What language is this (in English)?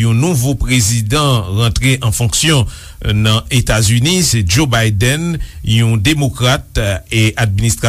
Haitian Creole